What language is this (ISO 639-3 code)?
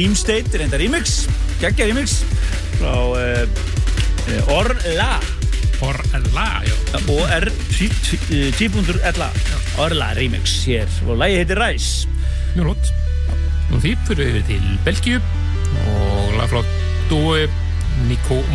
isl